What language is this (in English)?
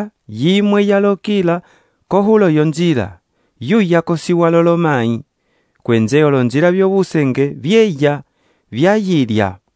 Umbundu